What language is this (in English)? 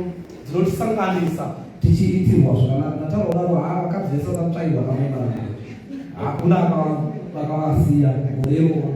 Shona